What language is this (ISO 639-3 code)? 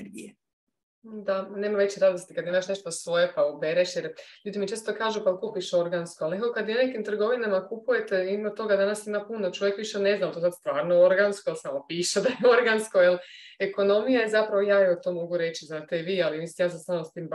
hrv